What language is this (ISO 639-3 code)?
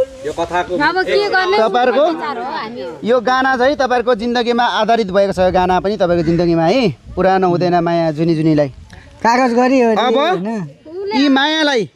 nep